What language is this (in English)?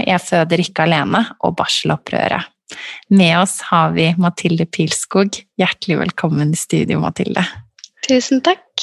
Norwegian